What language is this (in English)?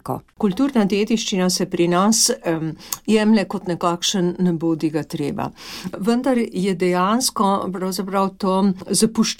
Slovenian